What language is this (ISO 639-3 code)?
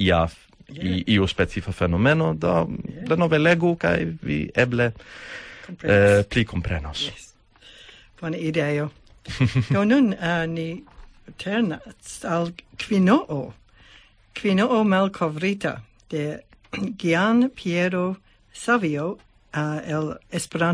epo